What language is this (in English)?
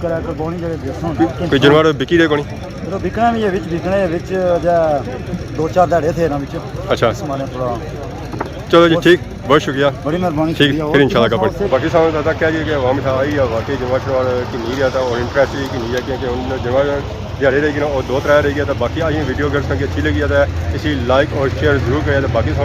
Pahari-Potwari